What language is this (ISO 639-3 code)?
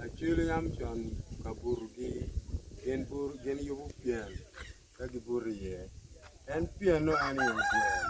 ach